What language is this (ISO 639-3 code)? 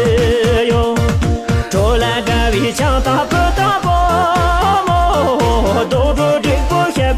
bod